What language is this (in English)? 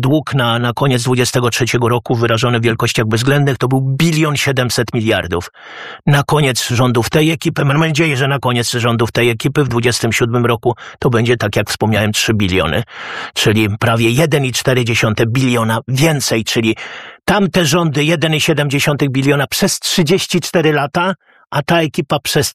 Polish